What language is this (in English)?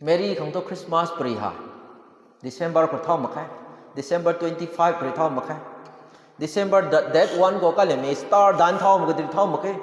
Rongmei Naga